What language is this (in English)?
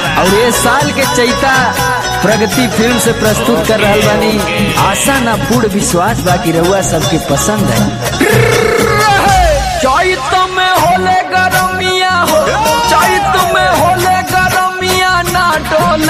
Bhojpuri